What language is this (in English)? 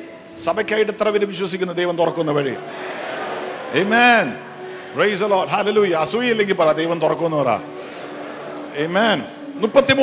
Malayalam